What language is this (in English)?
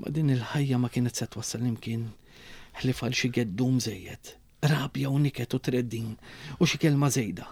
Maltese